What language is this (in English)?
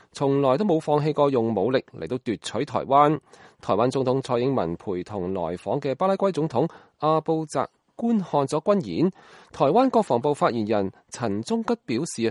Cantonese